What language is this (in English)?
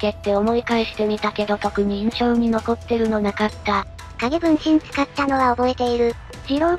Japanese